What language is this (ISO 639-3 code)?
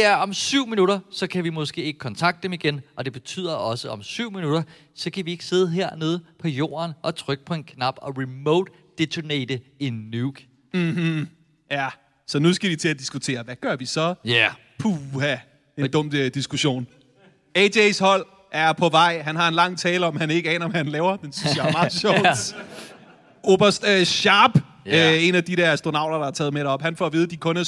dan